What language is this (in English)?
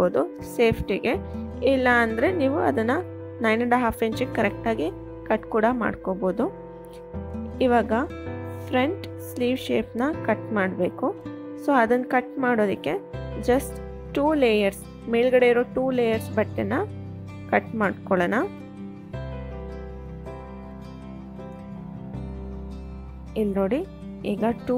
Kannada